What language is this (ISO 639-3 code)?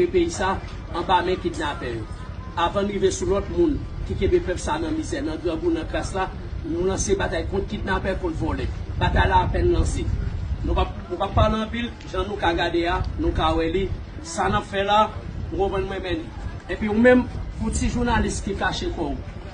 hat